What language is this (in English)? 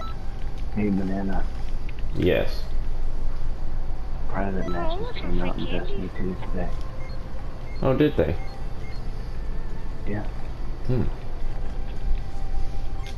English